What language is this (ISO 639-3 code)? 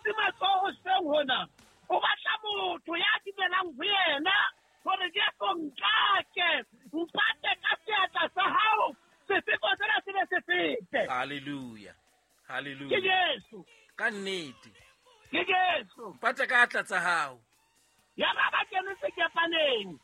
sot